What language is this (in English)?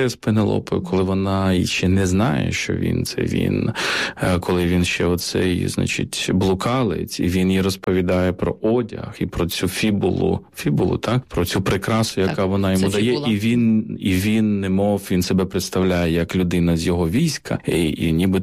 Ukrainian